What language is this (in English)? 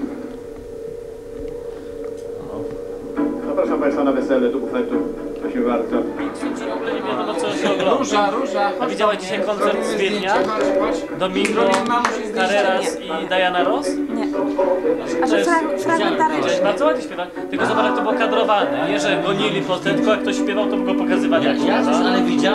Polish